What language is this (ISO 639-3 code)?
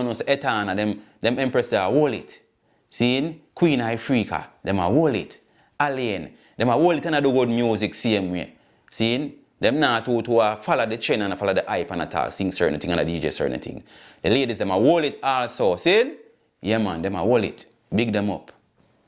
jam